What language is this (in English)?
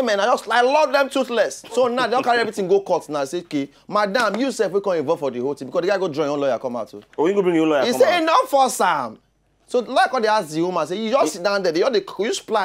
Nigerian Pidgin